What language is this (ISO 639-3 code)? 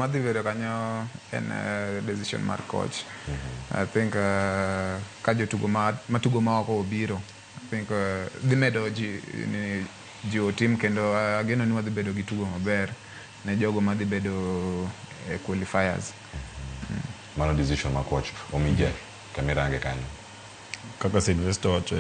luo